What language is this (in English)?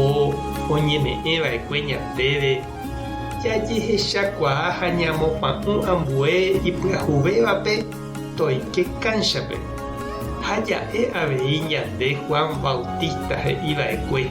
Guarani